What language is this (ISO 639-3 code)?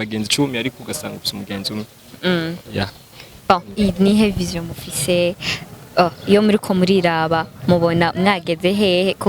run